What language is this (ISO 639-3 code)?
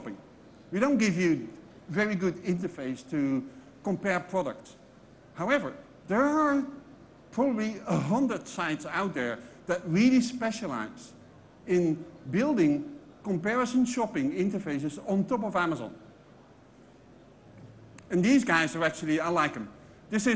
eng